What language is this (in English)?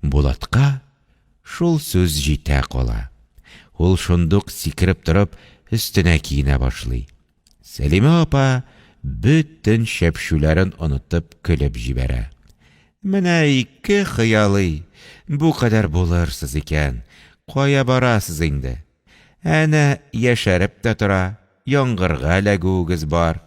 Tatar